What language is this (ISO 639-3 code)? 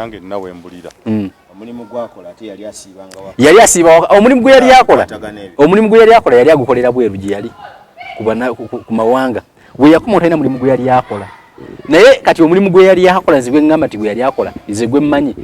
lug